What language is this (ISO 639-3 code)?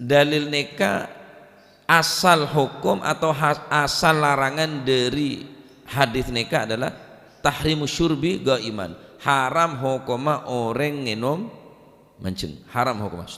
mad